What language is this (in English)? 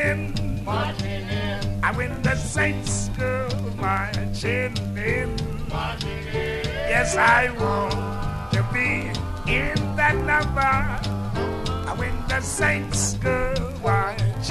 English